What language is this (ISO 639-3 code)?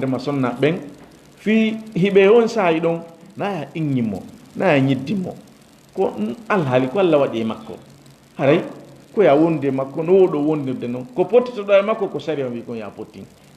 ful